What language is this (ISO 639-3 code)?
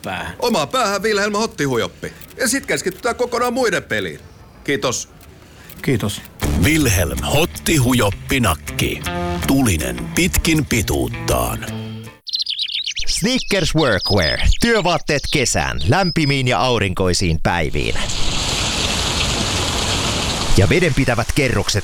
fin